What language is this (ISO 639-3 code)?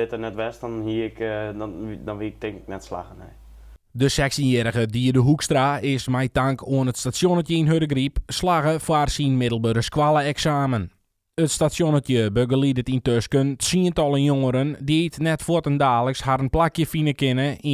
fry